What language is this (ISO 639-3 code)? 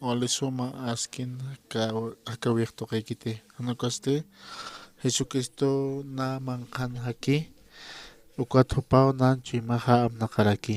aym